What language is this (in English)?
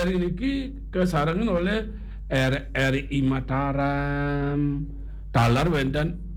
Balinese